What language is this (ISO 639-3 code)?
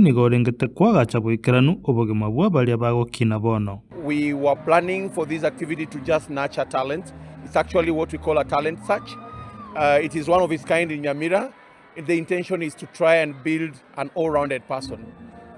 guz